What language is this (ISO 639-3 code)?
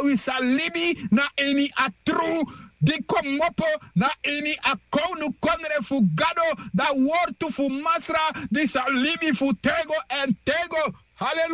srn